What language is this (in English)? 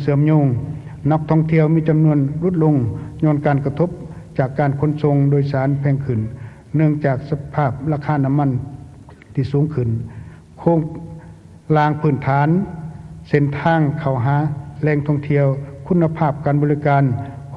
Lao